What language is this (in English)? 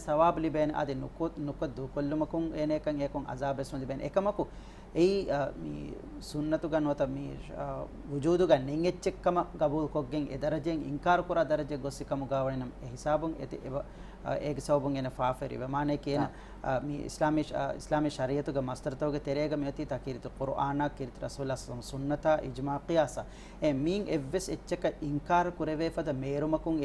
Divehi